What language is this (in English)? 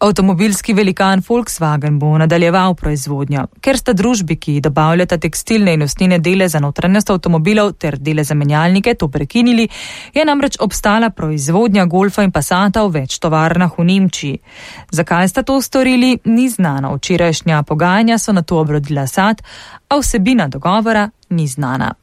Slovenian